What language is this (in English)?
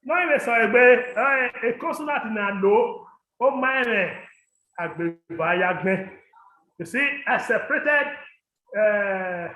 Bini